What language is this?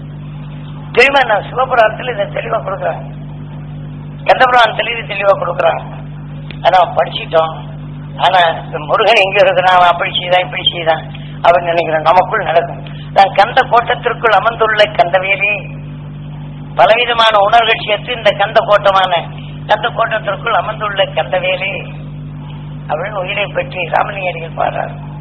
Tamil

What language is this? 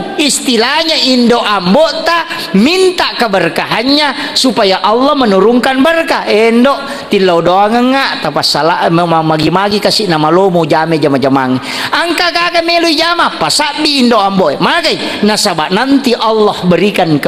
Buginese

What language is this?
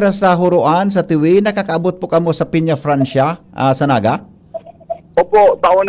Bikol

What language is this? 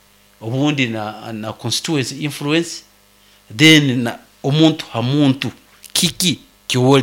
Nyoro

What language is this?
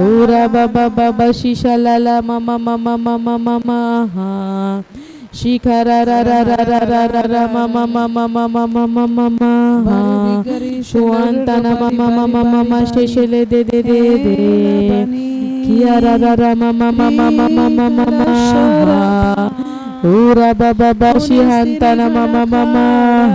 Tem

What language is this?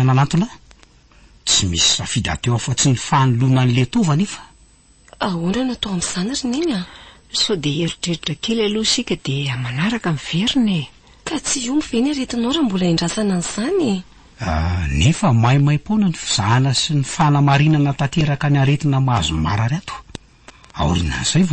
Malagasy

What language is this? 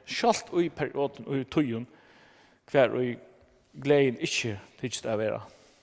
Faroese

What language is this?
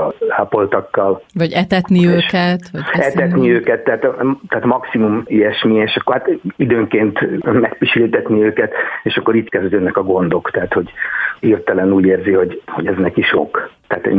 Hungarian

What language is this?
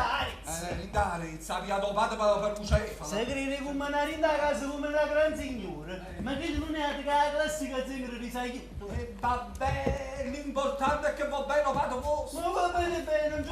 Neapolitan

